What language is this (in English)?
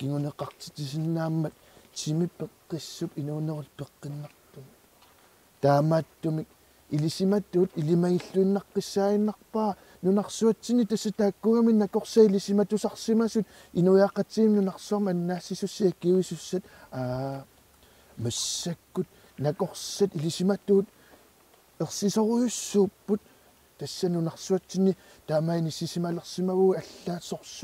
Kalaallisut